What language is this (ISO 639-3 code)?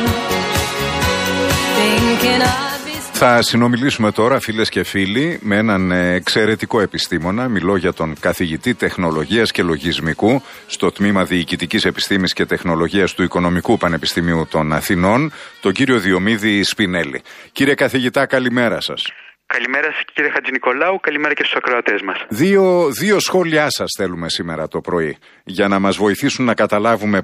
ell